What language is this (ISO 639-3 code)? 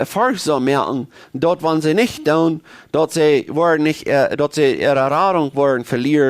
pdt